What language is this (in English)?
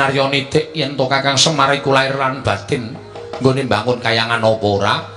Javanese